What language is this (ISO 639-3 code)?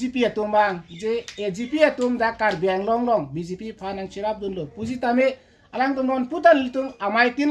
mjw